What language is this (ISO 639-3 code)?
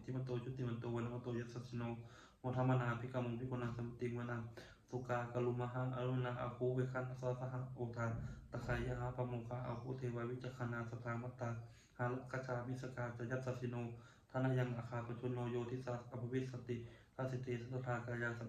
pli